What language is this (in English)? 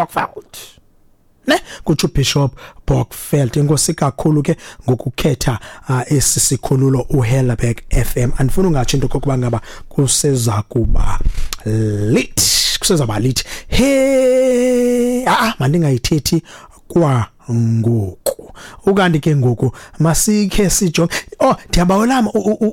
Xhosa